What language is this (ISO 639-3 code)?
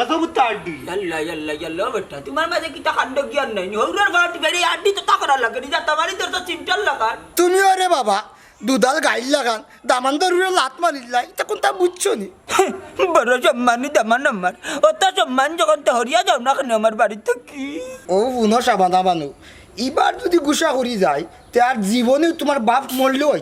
syl